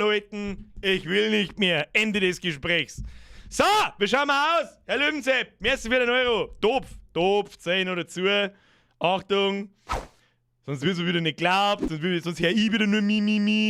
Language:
Bavarian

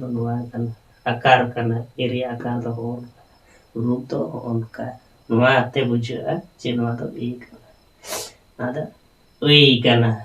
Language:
Santali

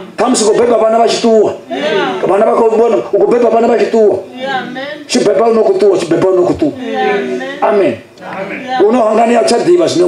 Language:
Venda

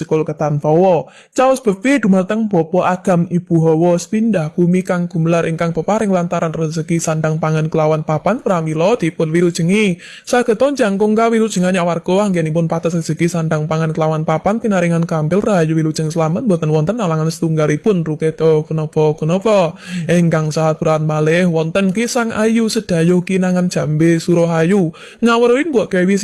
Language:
Javanese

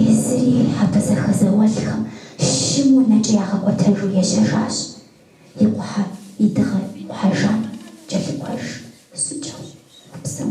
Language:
Kabardian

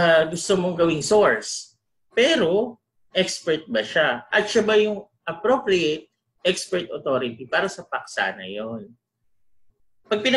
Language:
Filipino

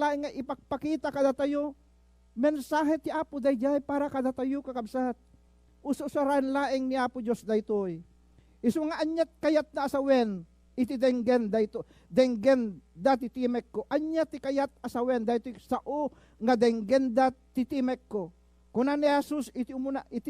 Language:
Iloko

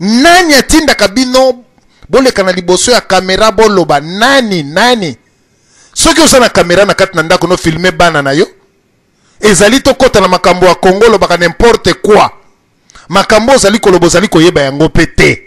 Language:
Lingala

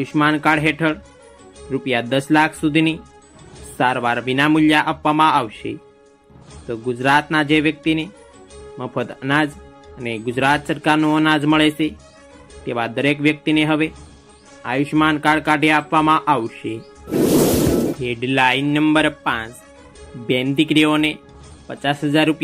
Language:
Gujarati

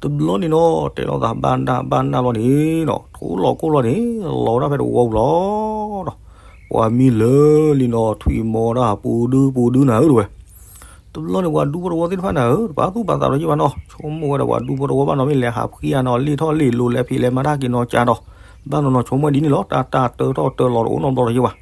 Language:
S'gaw Karen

